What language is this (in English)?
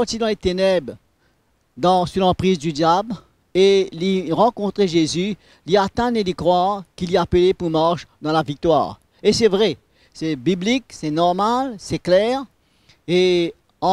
Morisyen